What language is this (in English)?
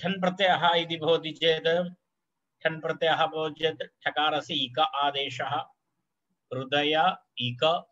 Sanskrit